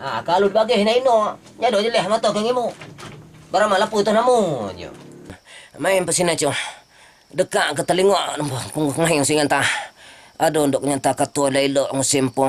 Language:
Minangkabau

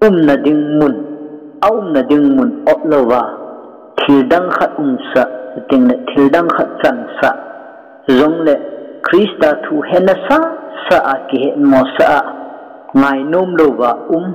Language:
Thado Chin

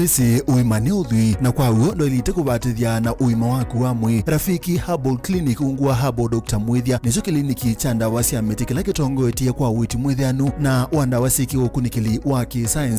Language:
Kamba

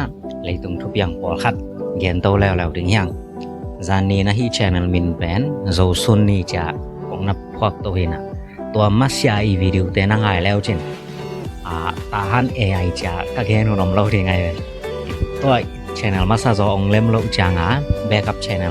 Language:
Tedim Chin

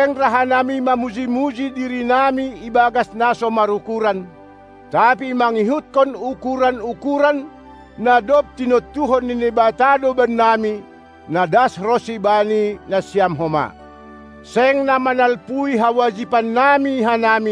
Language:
Batak Simalungun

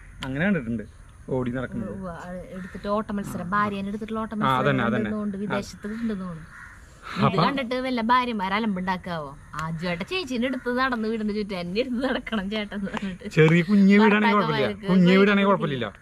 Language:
Malayalam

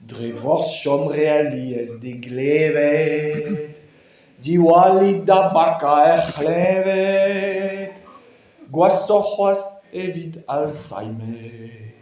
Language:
Breton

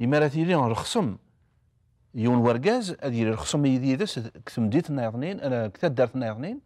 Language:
Kabyle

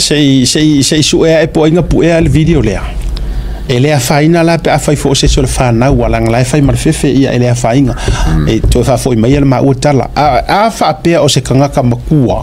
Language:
Samoan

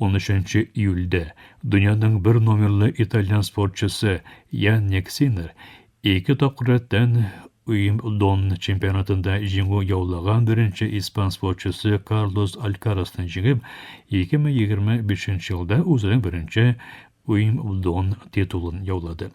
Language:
Tatar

